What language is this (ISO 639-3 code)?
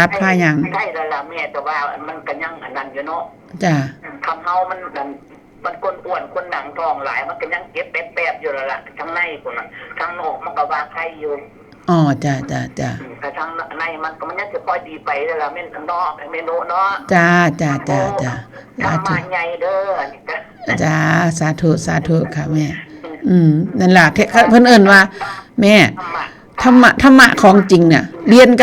tts